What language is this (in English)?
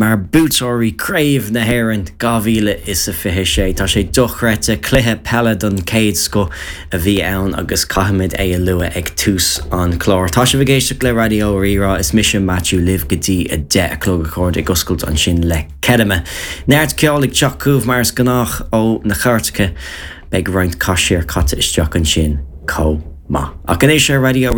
Irish